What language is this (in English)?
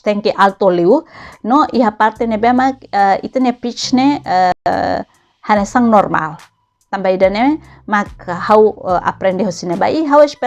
Tetum